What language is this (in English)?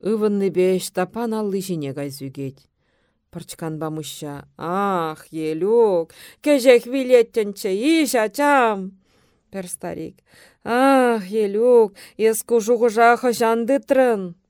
Chuvash